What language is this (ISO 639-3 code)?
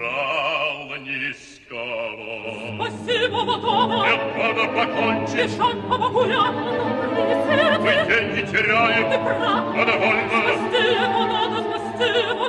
rus